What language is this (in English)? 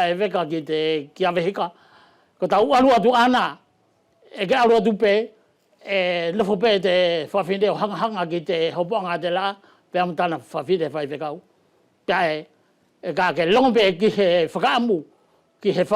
Wallisian